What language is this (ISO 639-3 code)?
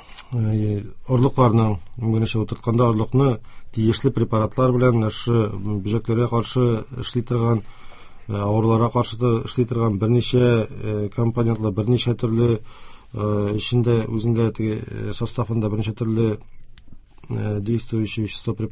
tat